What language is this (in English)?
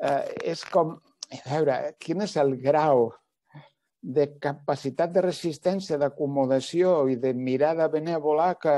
Catalan